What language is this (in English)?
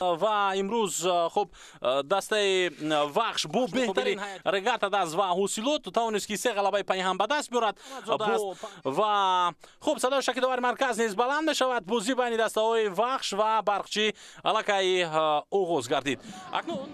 Tajik